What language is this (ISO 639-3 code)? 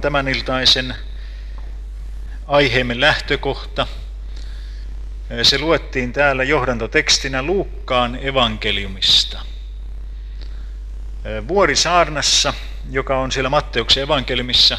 fin